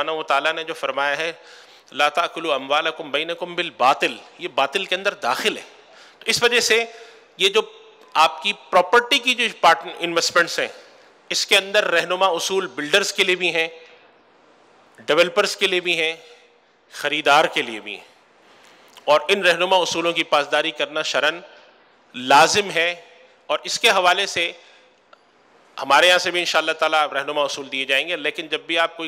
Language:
Urdu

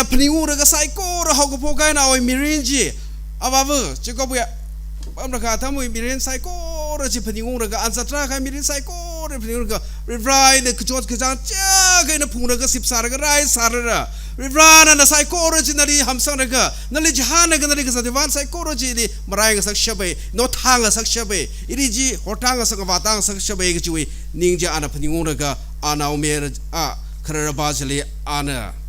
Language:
Tangkhul Naga (India)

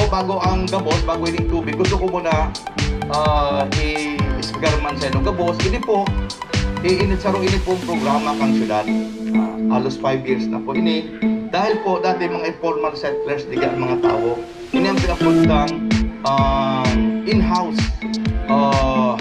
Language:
Bikol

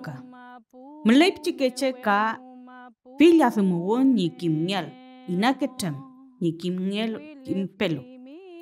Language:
Mapuche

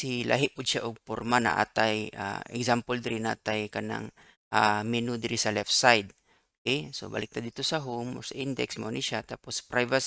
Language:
Cebuano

